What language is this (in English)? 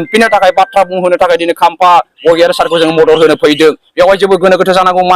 Bodo